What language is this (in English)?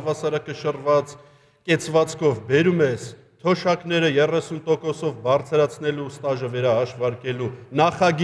Armenian